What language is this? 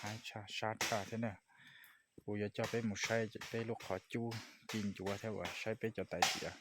Hmong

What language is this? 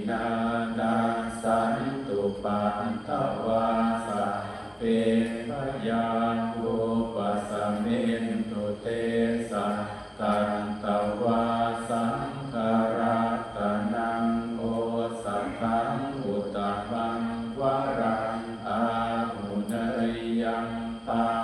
Pali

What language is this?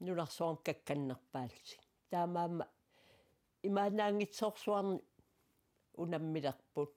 Kalaallisut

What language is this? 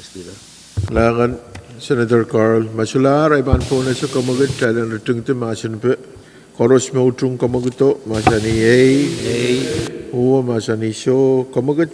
Pohnpeian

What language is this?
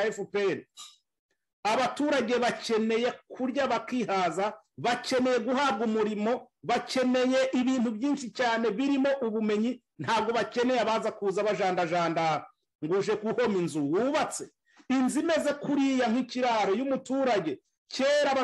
Kinyarwanda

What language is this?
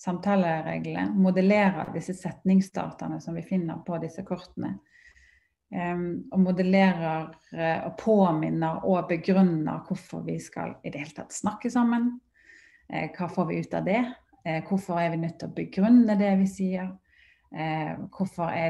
Norwegian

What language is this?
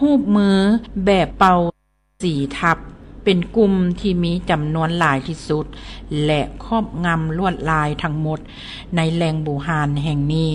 Lao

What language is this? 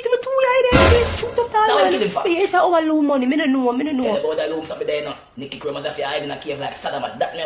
Jamaican Creole English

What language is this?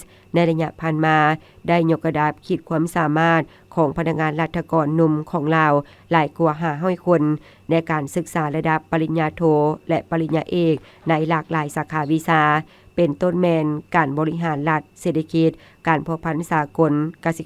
Lao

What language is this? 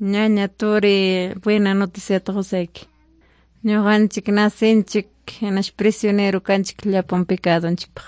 Ayacucho Quechua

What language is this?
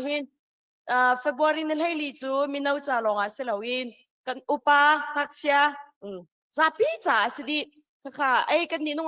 Hakha Chin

